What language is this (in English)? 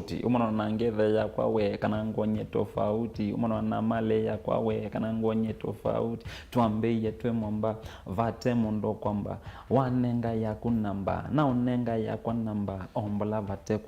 Kamba